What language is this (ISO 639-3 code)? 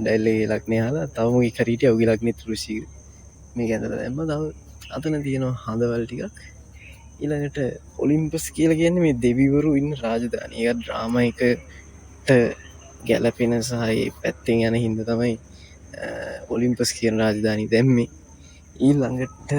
sin